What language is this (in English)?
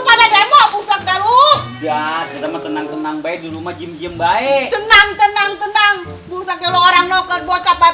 Betawi